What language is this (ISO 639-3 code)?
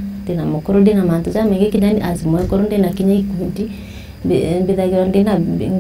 mer